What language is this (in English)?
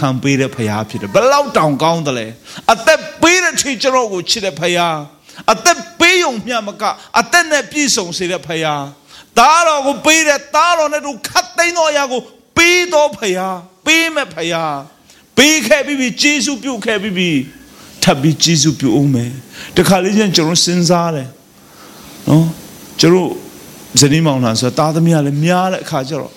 Burmese